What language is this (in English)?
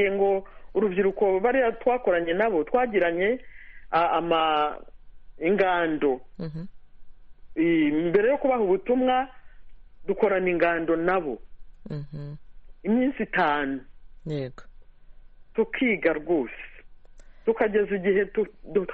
Kinyarwanda